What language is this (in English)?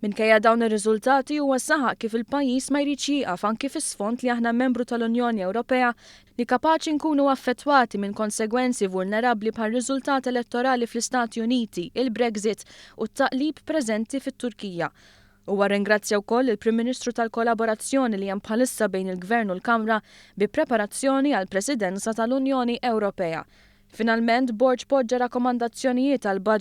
Maltese